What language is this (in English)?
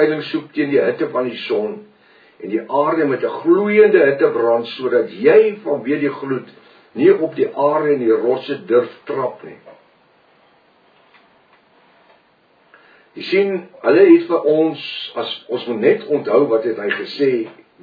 Afrikaans